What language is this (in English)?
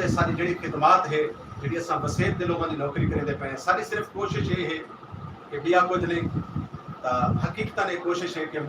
Saraiki